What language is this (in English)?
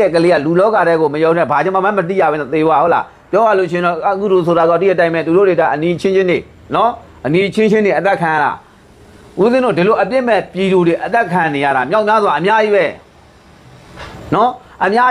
Burmese